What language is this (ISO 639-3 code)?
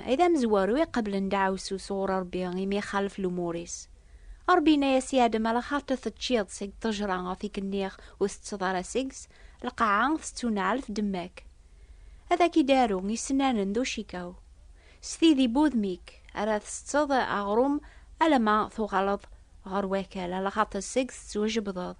kab